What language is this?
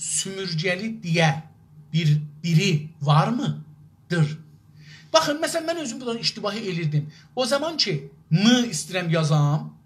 South Azerbaijani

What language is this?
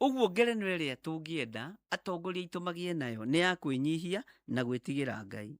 Kikuyu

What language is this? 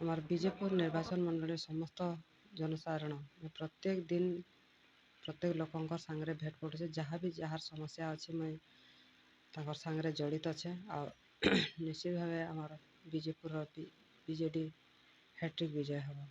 Odia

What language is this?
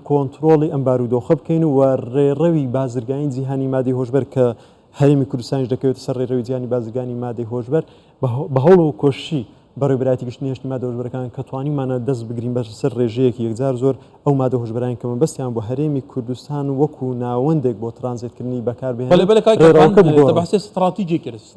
Central Kurdish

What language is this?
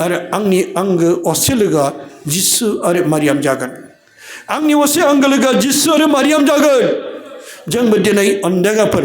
Bodo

